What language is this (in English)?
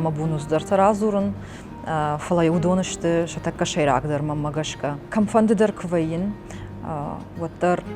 Ossetic